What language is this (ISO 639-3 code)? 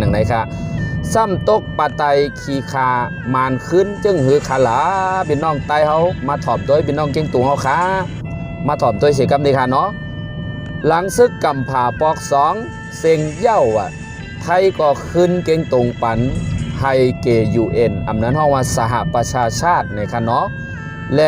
shn